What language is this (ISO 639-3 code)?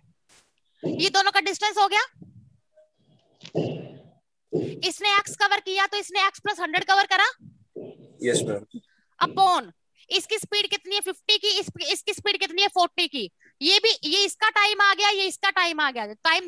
hin